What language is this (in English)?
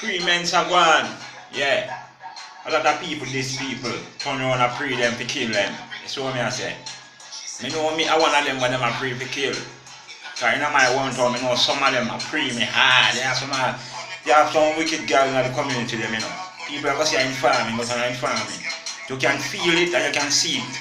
Jamaican Creole English